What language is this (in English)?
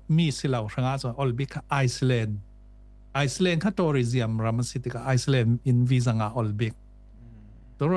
Falam Chin